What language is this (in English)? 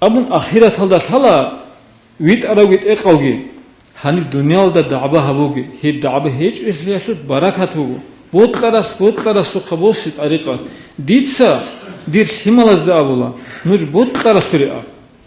Avaric